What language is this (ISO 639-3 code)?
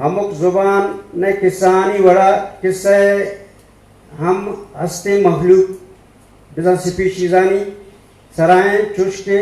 bgp